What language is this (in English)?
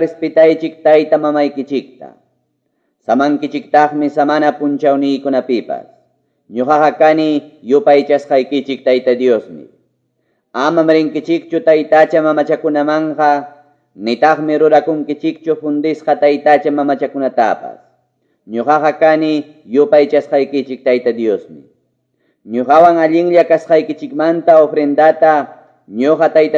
Quechua